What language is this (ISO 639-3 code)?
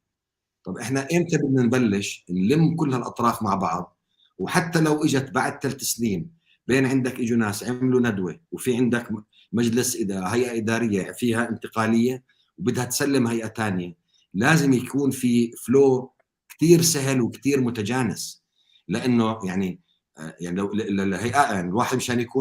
apc